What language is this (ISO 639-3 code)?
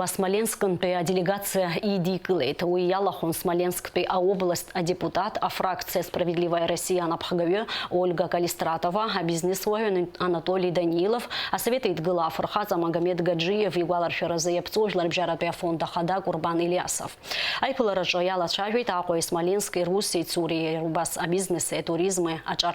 abk